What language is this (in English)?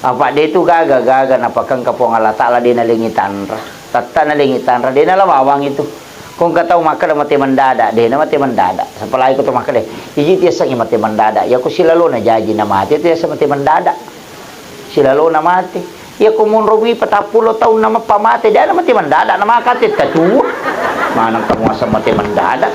Buginese